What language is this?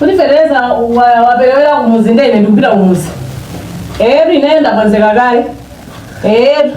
Nyanja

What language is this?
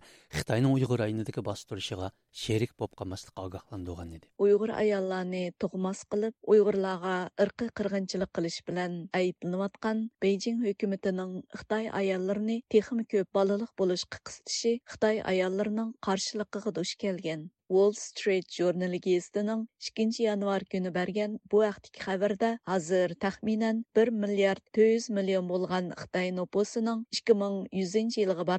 Uyghur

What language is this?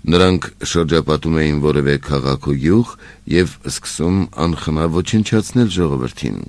Armenian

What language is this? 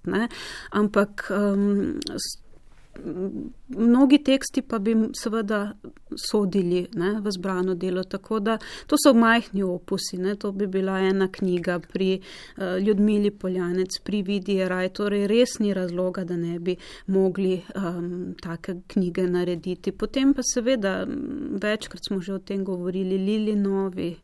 Slovenian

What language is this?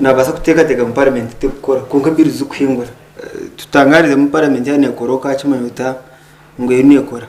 Nyankole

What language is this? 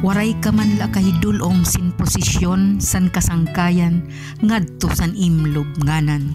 Waray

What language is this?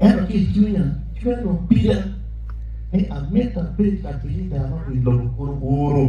Acoli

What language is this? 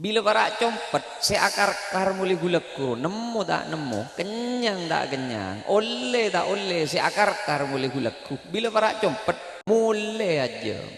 Madurese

